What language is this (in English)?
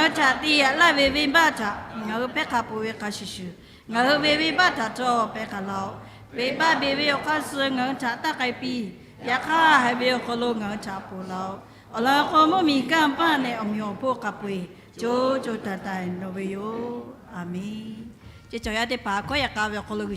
Lahu